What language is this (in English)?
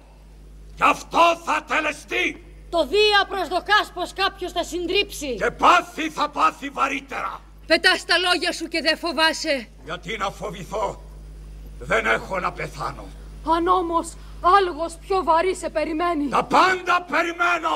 Greek